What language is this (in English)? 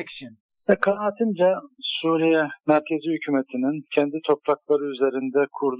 Kurdish